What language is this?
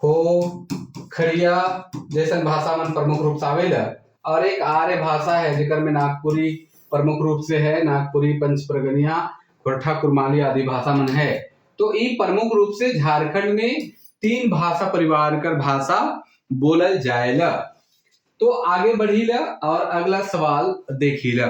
Sadri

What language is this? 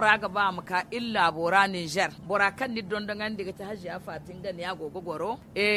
Zarma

